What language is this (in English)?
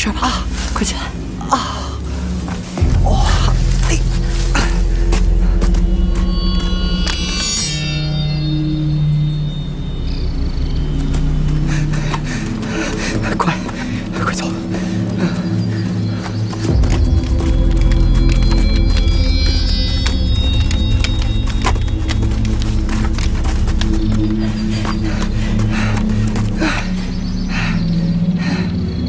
Chinese